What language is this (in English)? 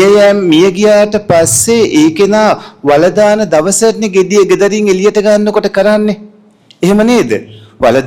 Sinhala